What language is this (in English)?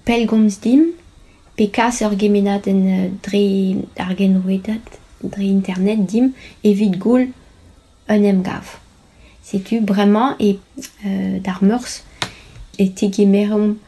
Breton